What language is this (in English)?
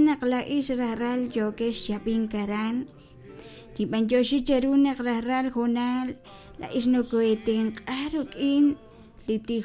Kekchí